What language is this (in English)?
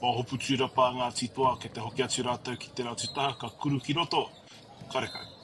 Māori